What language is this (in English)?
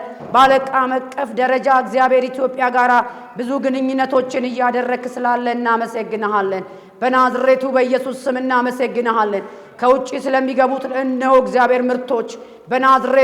Amharic